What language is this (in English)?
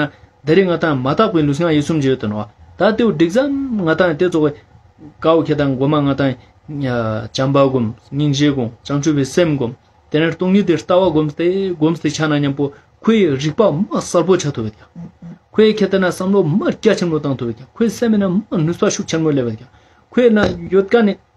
Ladakhi